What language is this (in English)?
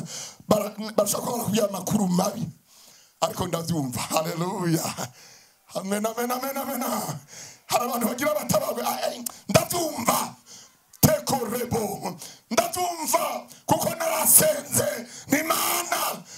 Rundi